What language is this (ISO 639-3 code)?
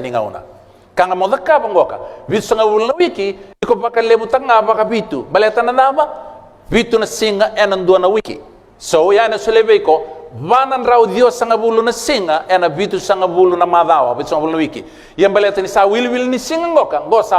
fij